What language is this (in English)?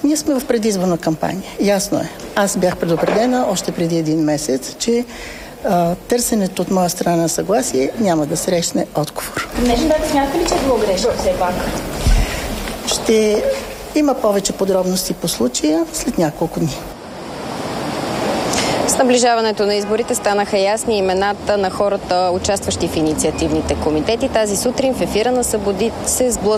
Bulgarian